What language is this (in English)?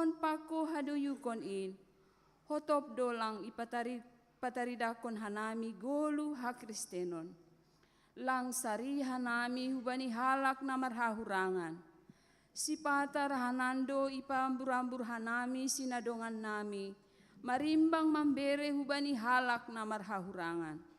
Batak Simalungun